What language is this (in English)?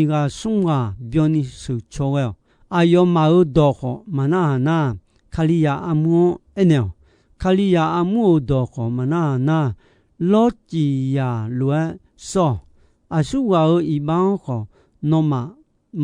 Akha